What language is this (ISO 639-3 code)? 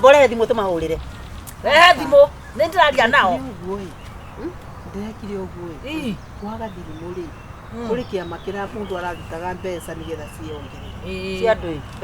kik